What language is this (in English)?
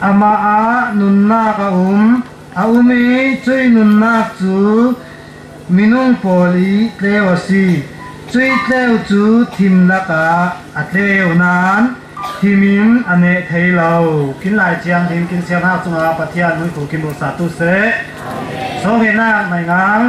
Falam Chin